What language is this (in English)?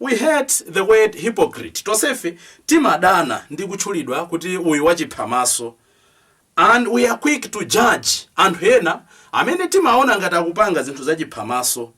Nyanja